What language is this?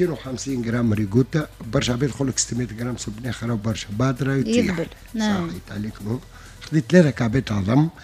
Tunisian Arabic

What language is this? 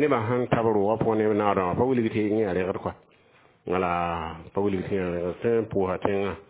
Mossi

